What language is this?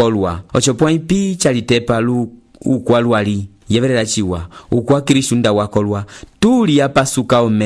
Umbundu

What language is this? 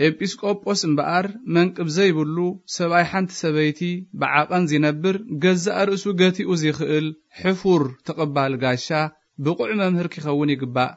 Tigrinya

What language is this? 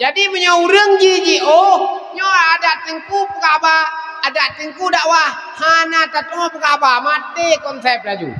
Achinese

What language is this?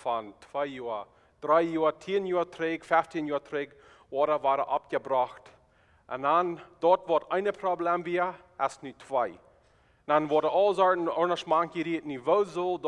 Plautdietsch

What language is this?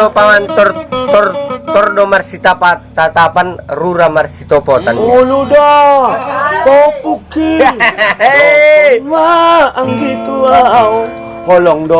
Batak Angkola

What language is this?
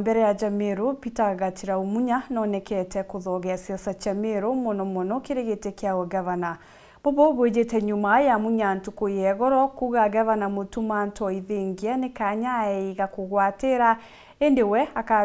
Meru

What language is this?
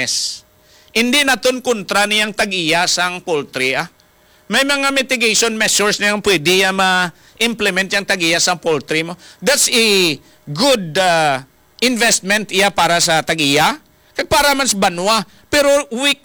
Hiligaynon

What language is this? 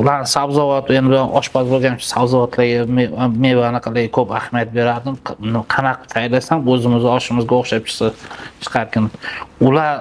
Uzbek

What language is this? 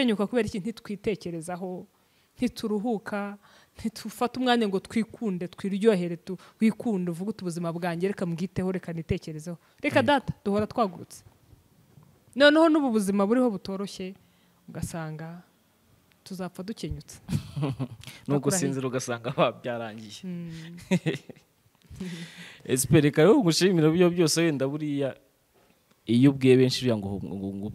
Kinyarwanda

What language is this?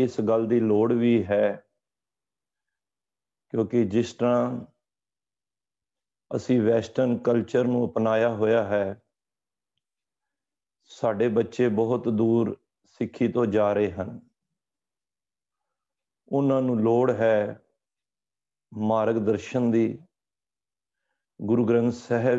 Punjabi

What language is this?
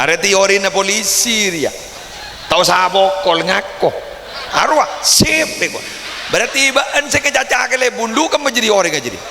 Madurese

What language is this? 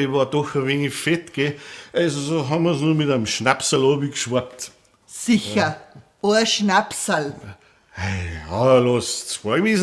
Bavarian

